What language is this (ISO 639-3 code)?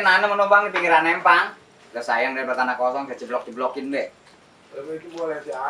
bew